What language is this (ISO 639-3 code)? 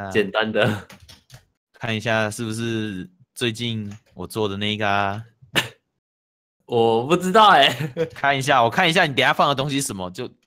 zho